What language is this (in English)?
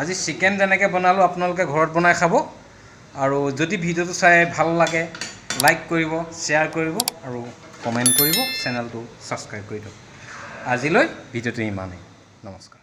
Assamese